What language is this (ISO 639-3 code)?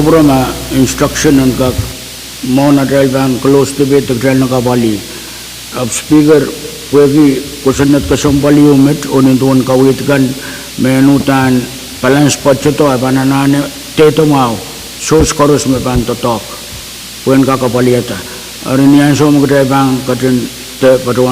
pon